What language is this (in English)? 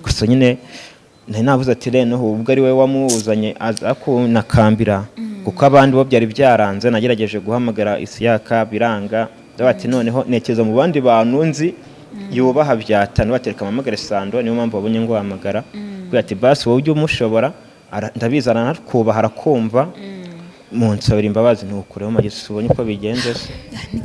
Kinyarwanda